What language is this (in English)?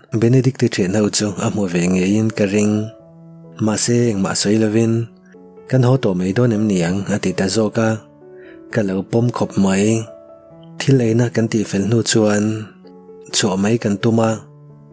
Mizo